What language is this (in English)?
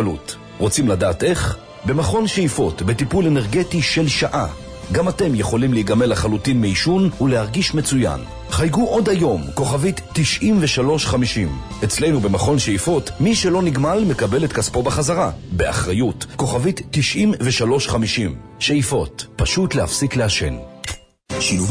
Hebrew